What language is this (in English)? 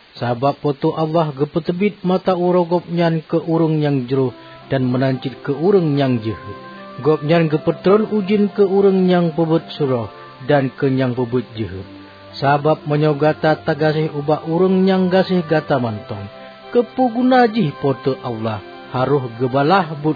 Achinese